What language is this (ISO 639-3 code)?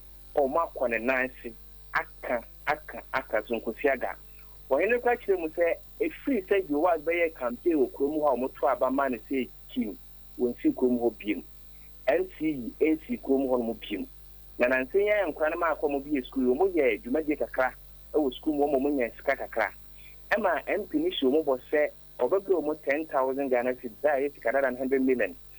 aka